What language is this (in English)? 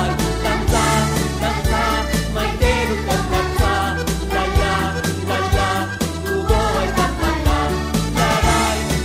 Basque